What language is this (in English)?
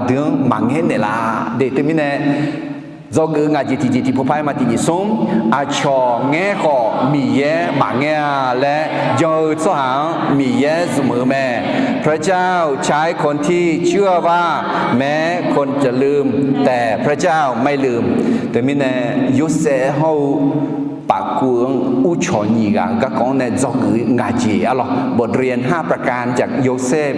Akha